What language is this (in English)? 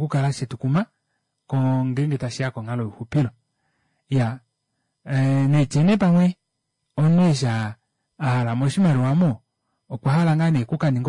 Kuanyama